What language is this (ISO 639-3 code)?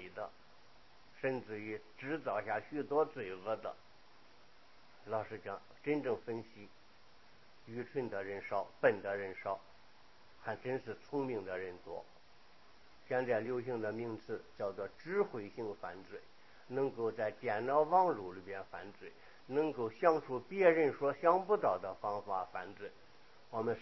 zho